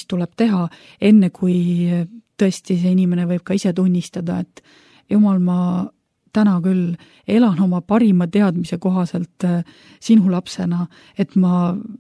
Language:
Estonian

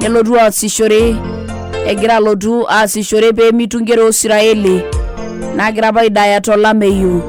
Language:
Masai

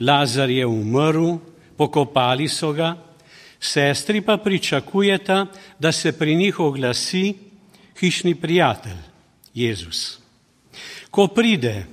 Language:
Slovenian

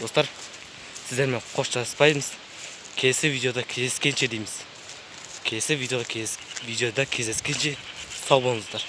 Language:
Kazakh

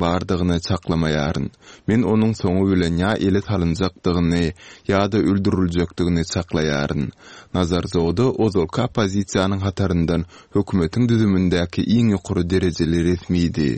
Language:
Turkmen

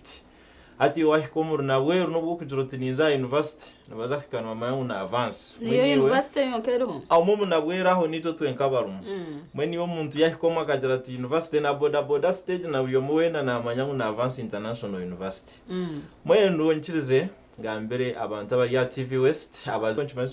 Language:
Nyankole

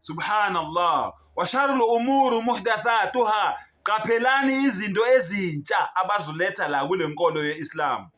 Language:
Zulu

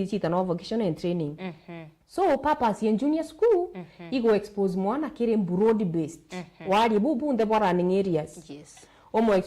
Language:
Meru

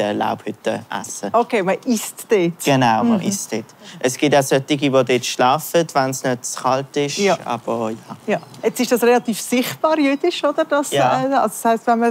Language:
Swiss German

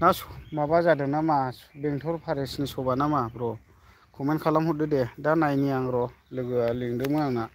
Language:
Bodo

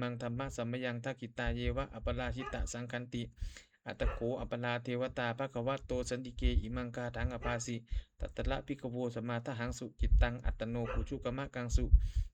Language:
Pali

